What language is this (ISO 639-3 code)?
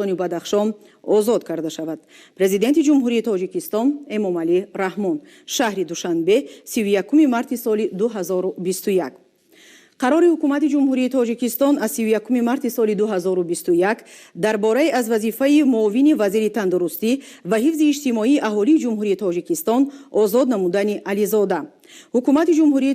tgk